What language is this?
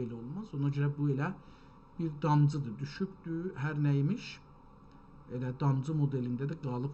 South Azerbaijani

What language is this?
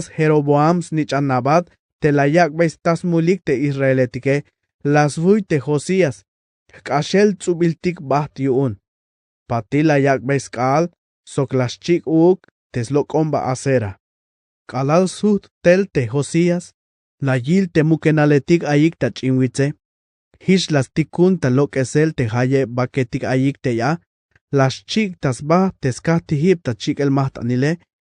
Tzeltal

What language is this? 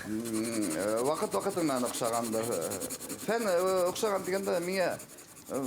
Bashkir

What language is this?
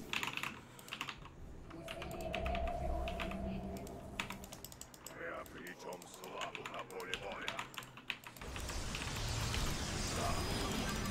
Russian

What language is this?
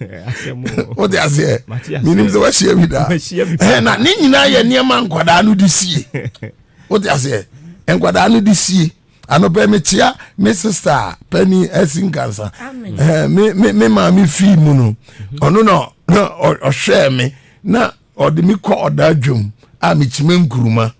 Akan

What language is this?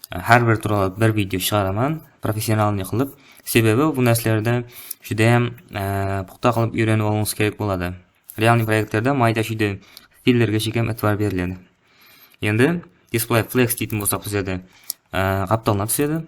Kara-Kalpak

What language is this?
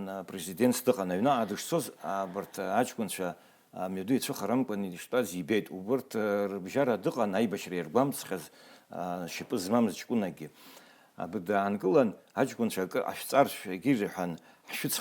Abkhazian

